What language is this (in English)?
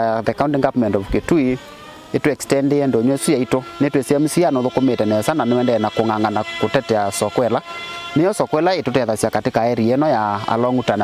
Kamba